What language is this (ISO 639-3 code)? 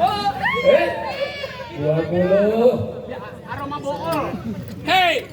bew